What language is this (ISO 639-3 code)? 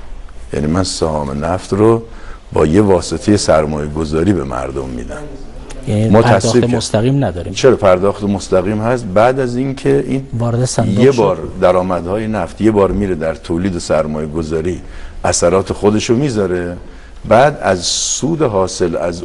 fas